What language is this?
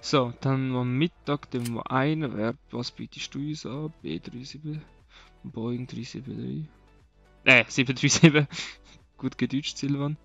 Swiss German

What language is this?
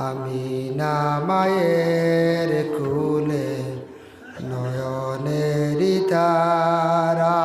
Sylheti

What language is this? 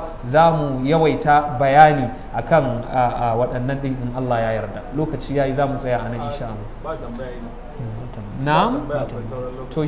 Hausa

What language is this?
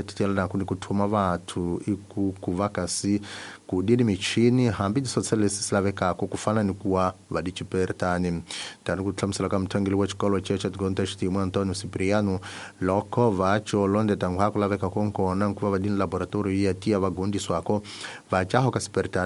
Tsonga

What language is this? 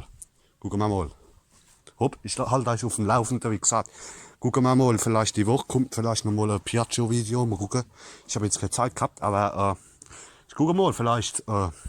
Palatine German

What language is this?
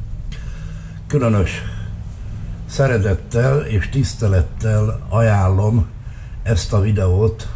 Hungarian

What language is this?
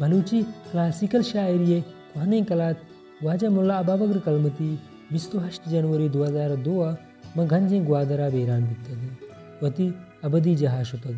Baluchi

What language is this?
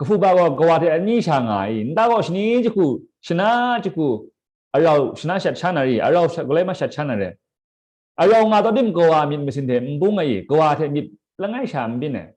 Kachin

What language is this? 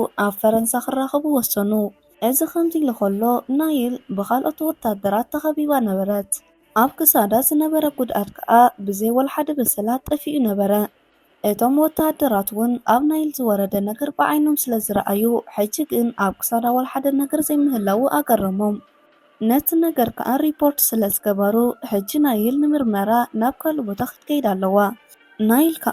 Tigrinya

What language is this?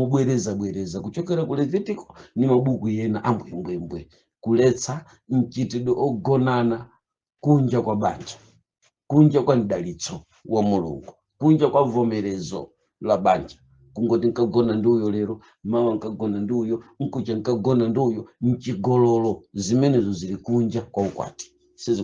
Nyanja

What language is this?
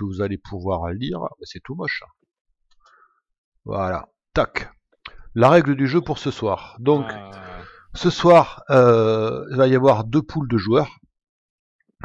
French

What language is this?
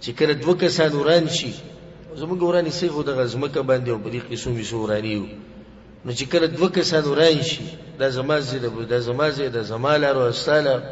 Pashto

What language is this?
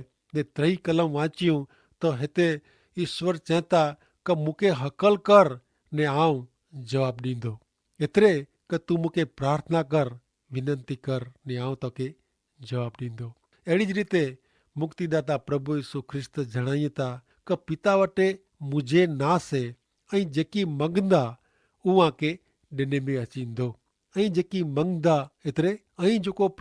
Kachhi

